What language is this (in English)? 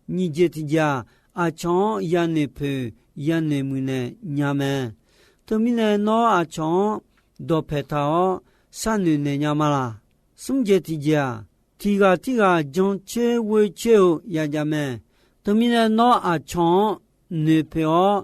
Akha